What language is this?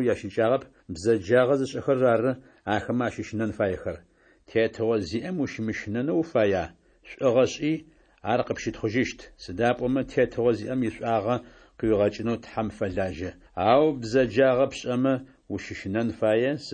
Adyghe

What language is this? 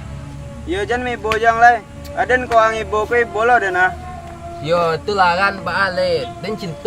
Minangkabau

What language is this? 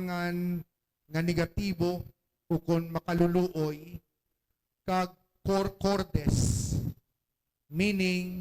Hiligaynon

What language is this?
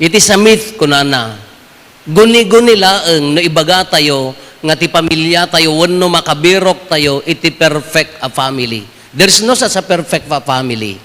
Iloko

